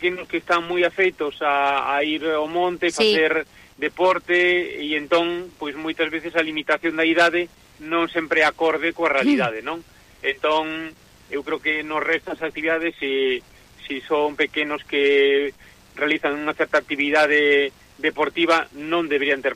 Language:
Galician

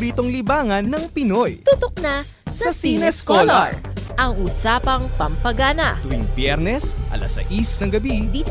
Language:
Filipino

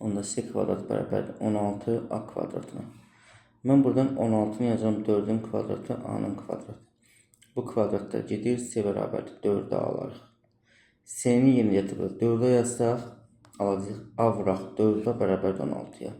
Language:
Azerbaijani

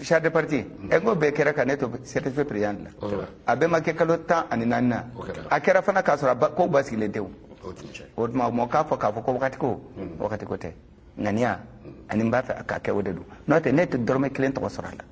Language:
Bambara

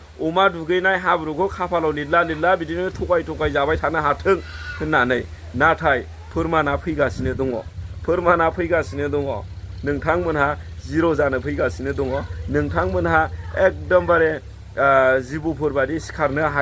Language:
Bodo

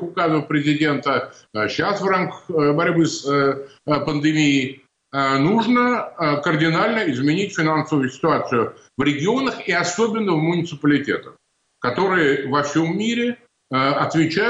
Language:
Russian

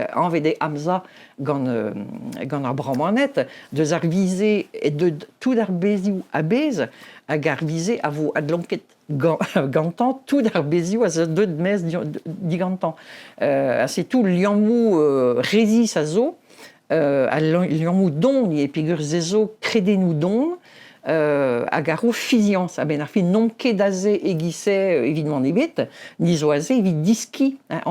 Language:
Breton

